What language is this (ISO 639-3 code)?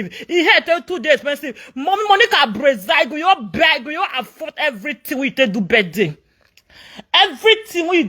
pcm